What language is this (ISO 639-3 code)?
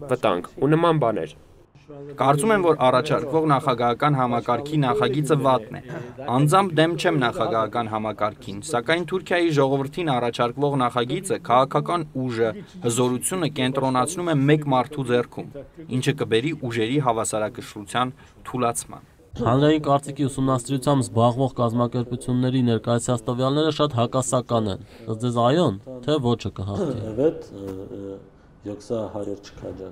hye